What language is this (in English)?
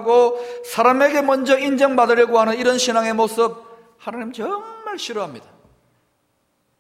Korean